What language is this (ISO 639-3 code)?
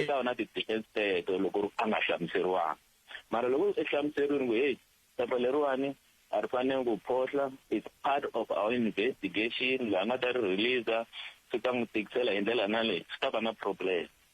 tso